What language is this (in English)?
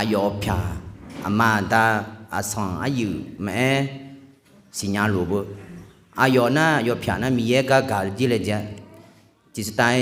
Akha